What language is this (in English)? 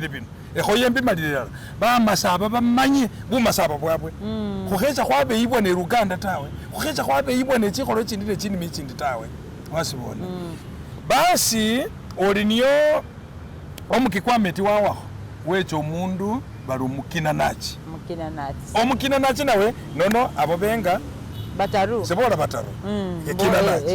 Masaaba